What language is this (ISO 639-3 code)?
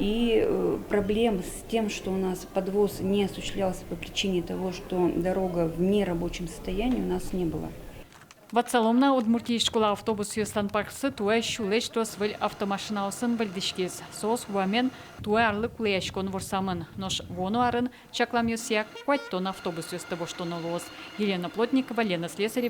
udm